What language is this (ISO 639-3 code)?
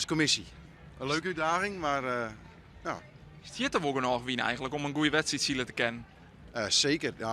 fry